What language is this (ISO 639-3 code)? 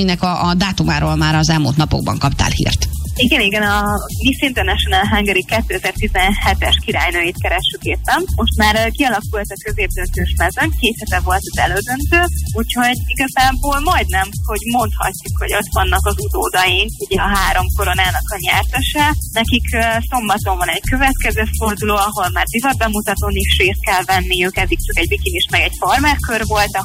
hun